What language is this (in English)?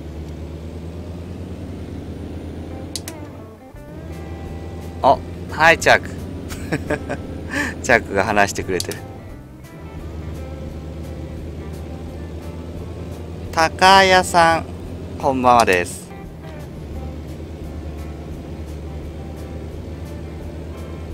Japanese